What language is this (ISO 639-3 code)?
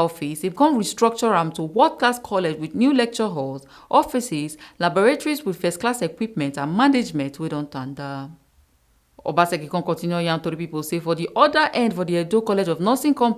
pcm